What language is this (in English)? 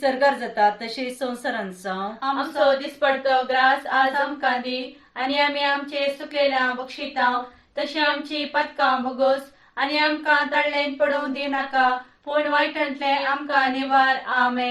Konkani